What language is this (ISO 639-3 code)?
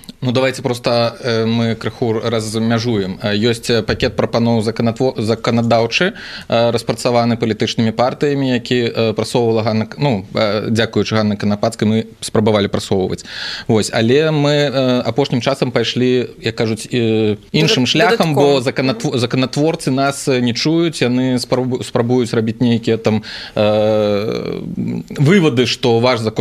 bel